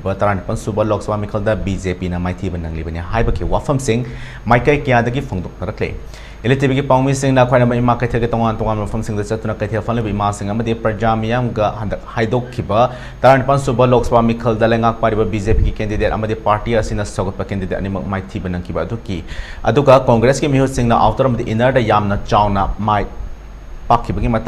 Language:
Manipuri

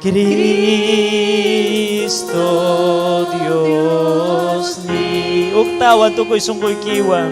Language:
Ayacucho Quechua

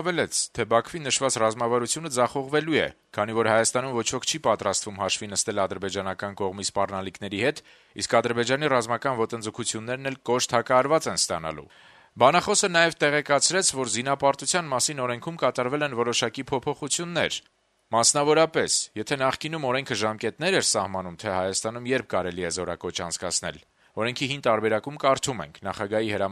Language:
Armenian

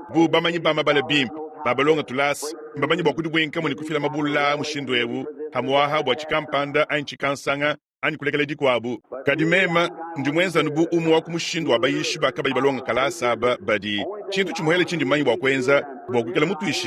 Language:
Luba-Lulua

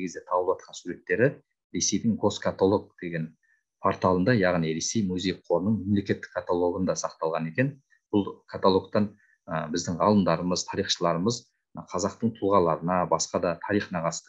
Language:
Kazakh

